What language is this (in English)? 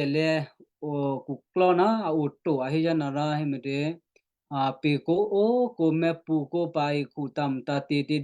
Western Kayah